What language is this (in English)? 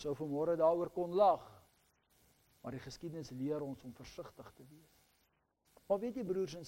Afrikaans